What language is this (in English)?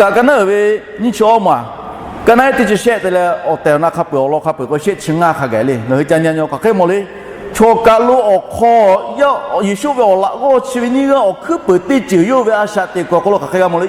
Lahu